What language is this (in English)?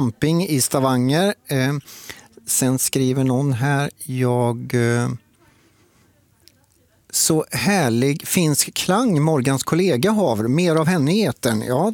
Swedish